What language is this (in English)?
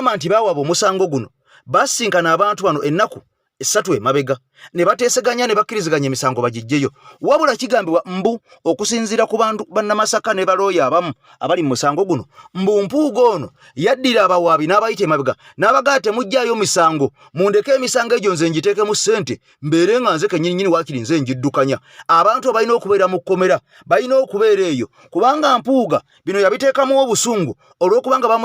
Ganda